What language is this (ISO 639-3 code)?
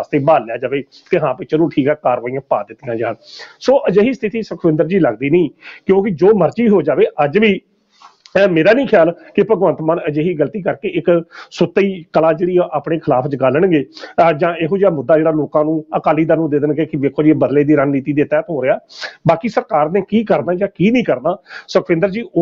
pan